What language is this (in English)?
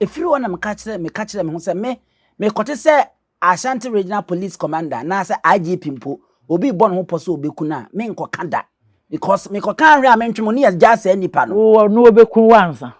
Akan